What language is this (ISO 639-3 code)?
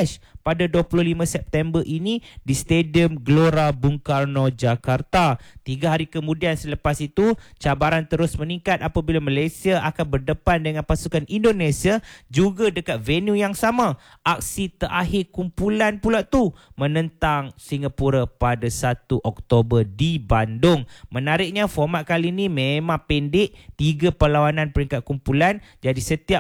msa